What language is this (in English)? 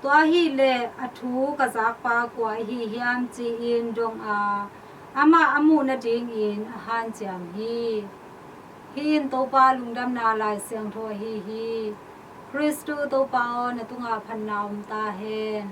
Tedim Chin